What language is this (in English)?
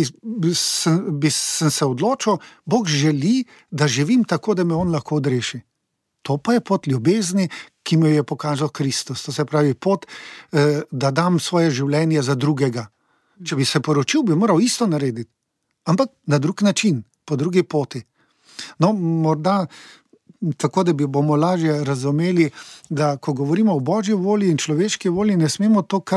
Slovenian